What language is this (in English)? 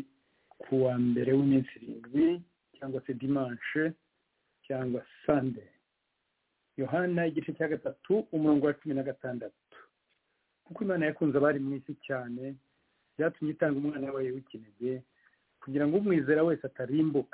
Kinyarwanda